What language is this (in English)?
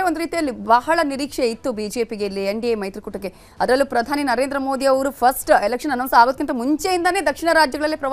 Kannada